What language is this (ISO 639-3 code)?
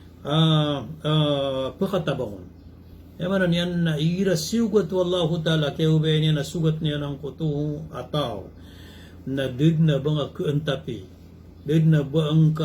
mrw